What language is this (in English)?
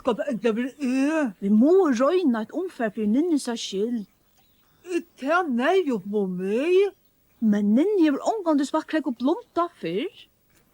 Faroese